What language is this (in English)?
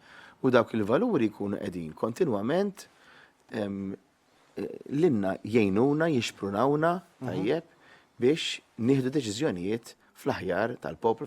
Maltese